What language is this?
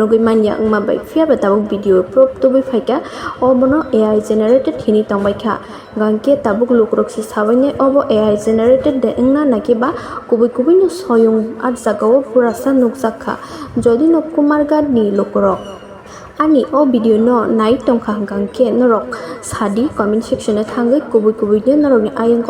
Kok Borok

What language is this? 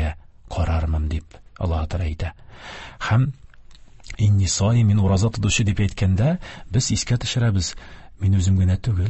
Tatar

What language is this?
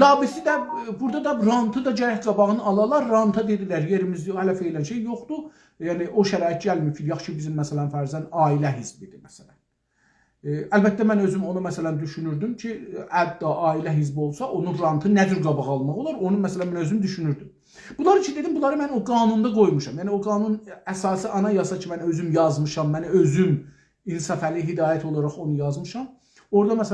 South Azerbaijani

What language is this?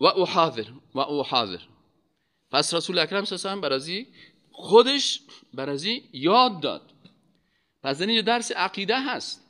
Persian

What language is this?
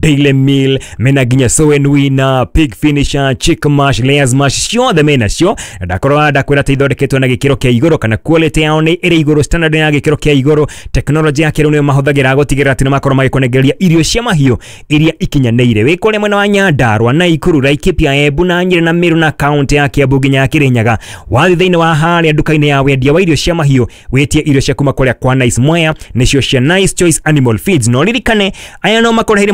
Kikuyu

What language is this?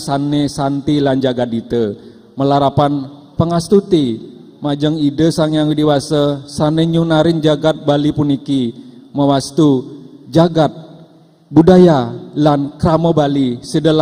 Balinese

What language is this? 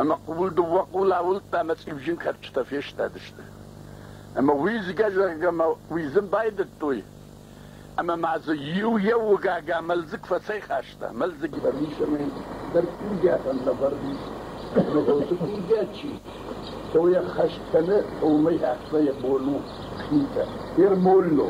Ossetic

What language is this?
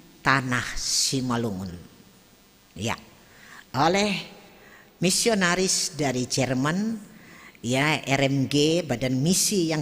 Batak Simalungun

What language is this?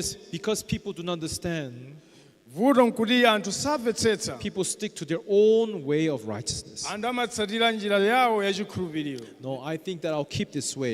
Nyanja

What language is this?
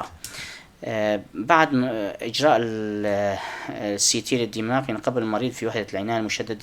North Levantine Arabic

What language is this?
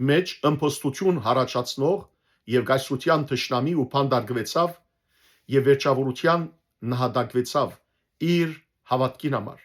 Western Armenian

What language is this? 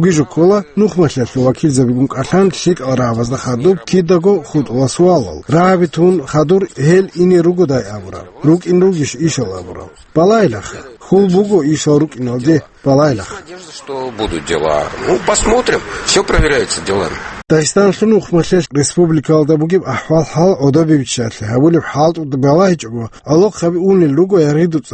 Avaric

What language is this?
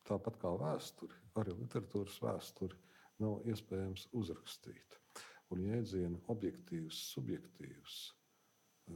Latvian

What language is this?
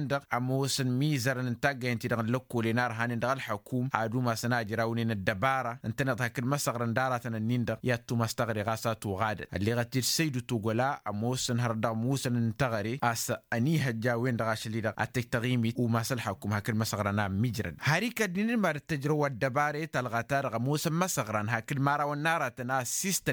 Tamasheq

